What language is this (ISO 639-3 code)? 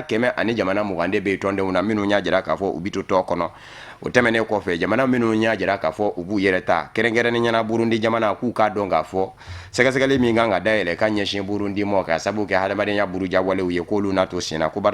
bam